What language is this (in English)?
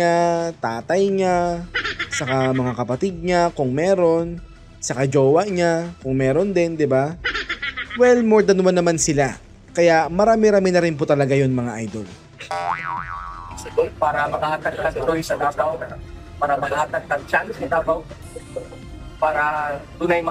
Filipino